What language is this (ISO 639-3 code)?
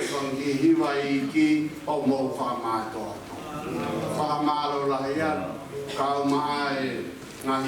ton